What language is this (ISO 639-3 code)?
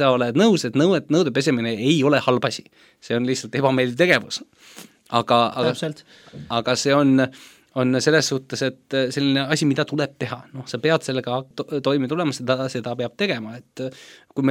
est